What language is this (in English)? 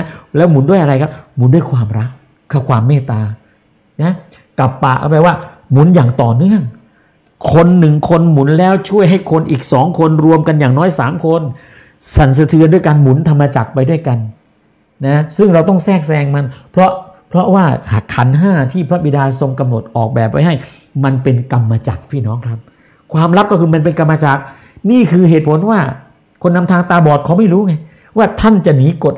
Thai